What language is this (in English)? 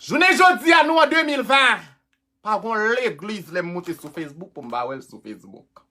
Haitian Creole